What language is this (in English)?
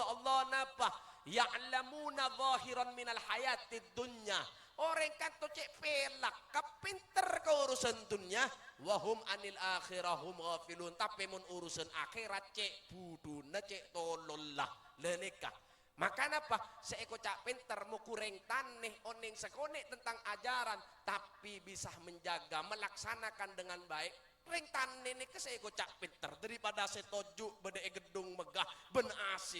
Madurese